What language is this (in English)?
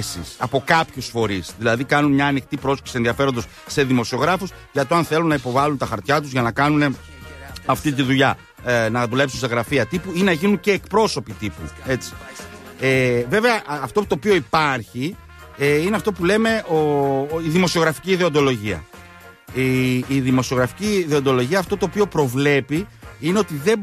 Greek